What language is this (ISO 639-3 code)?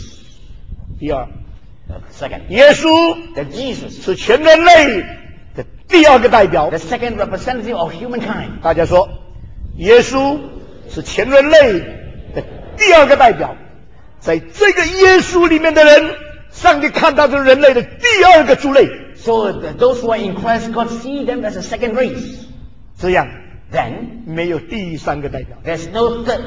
zho